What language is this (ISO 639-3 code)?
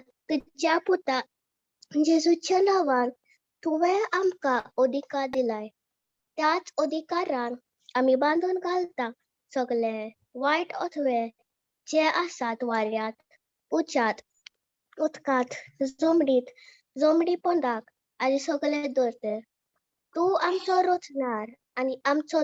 kok